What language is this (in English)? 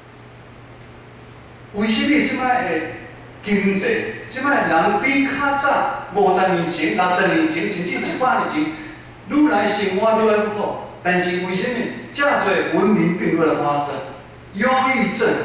Min Nan Chinese